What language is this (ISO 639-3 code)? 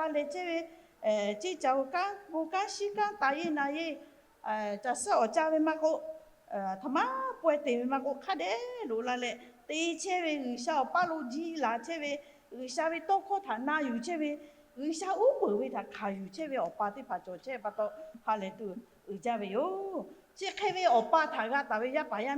lhu